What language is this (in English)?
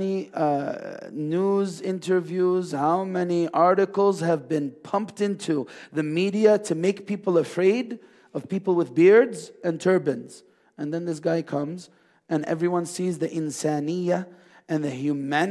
English